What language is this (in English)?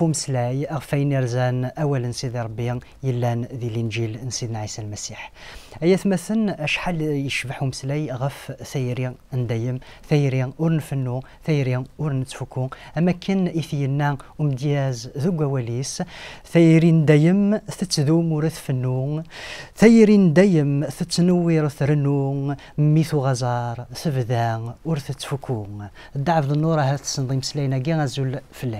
Kabyle